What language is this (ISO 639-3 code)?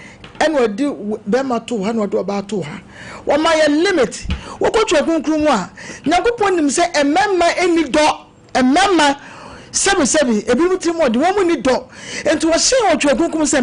aka